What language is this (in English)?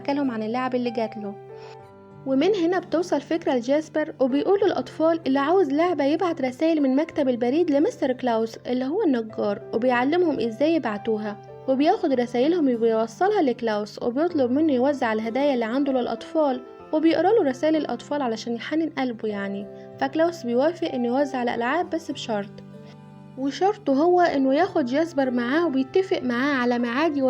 Egyptian Arabic